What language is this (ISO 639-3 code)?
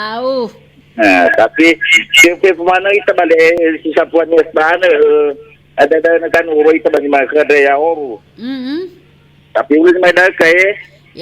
nia